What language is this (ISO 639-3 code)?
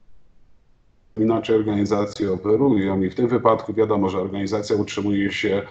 pol